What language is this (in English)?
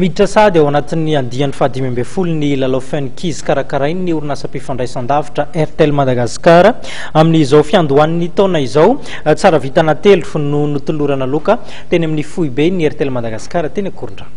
Malagasy